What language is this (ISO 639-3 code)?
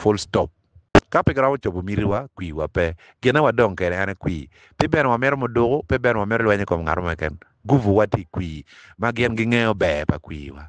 ach